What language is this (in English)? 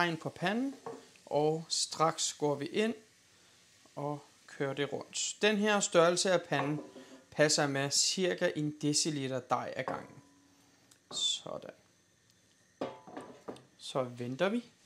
Danish